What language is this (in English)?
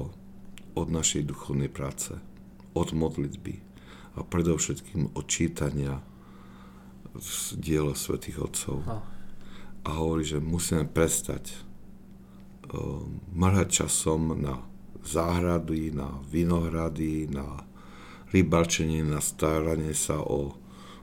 Slovak